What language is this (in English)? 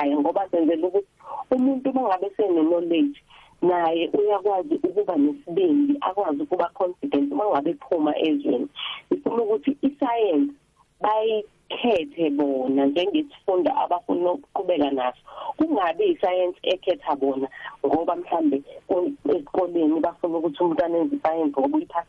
South Ndebele